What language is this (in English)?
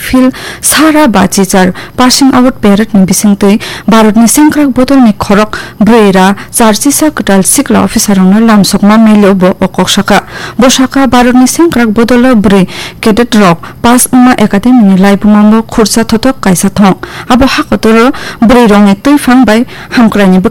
Kok Borok